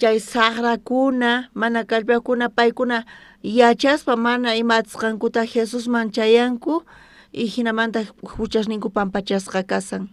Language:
South Bolivian Quechua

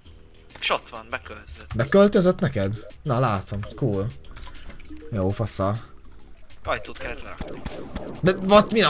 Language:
Hungarian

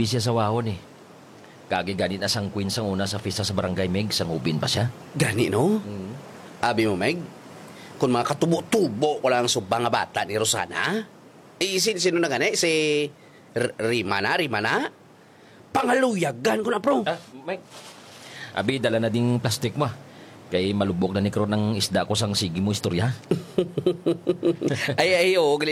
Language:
Hiligaynon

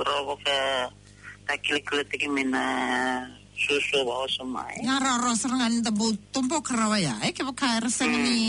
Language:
Fijian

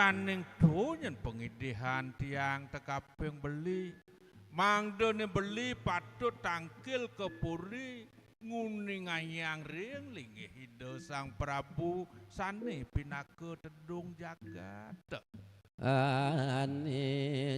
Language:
Balinese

